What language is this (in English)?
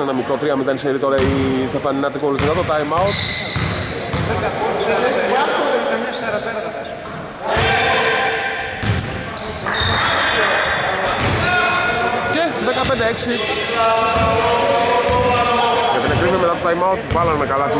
Greek